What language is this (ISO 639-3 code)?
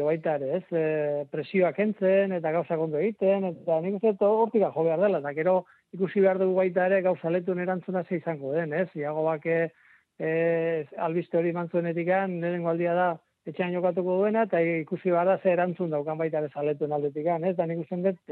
eus